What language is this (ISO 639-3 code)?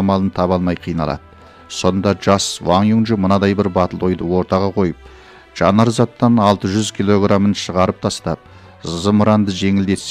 kaz